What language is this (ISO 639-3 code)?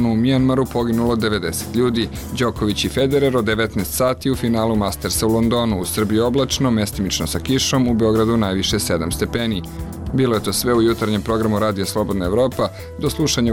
srp